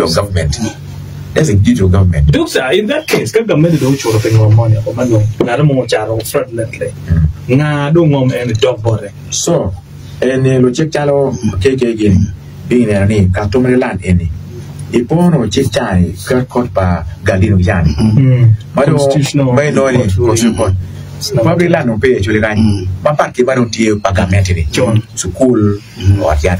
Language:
Acoli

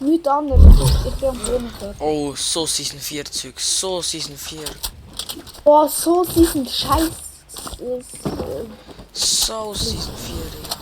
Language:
Swiss German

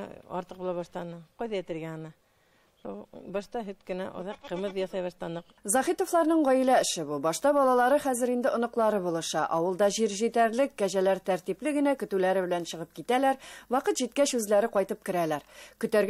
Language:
Tatar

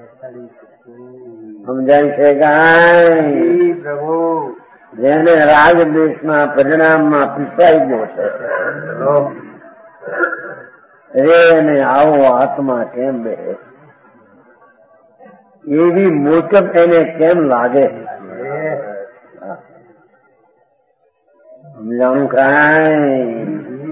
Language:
Gujarati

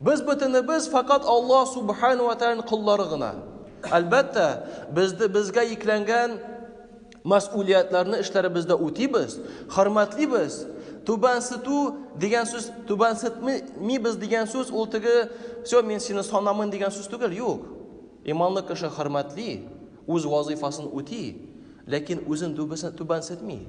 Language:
Tatar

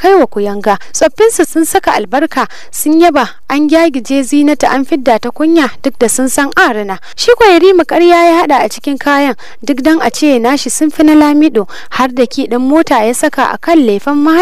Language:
Hausa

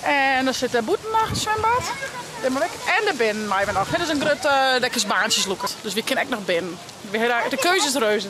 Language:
Western Frisian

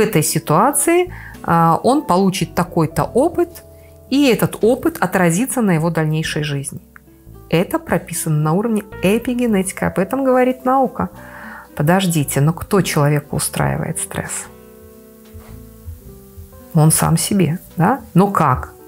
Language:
Russian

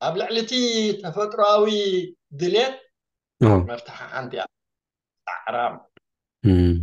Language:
Tigrinya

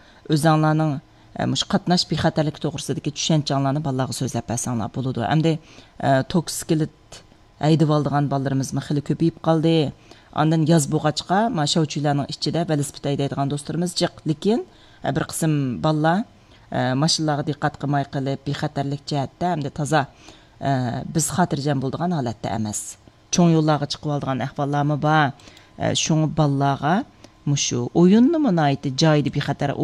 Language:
Uyghur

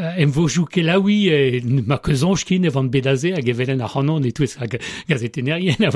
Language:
Breton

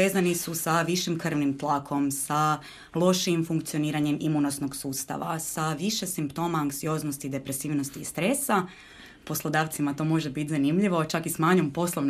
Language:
Croatian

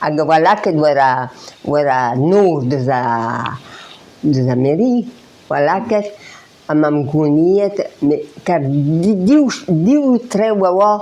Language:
Breton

